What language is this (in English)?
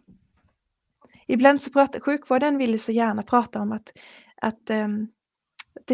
Swedish